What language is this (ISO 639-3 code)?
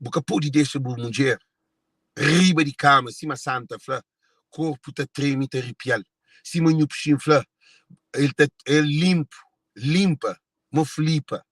kea